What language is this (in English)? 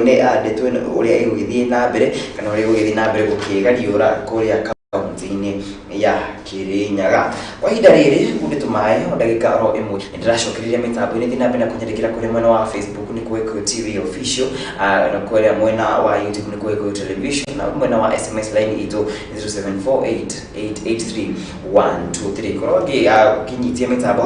Kikuyu